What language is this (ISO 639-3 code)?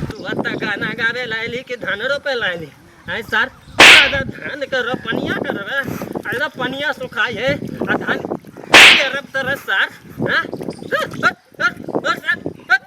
mai